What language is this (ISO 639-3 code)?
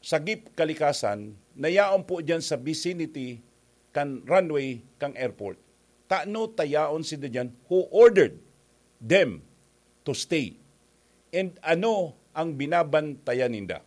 bik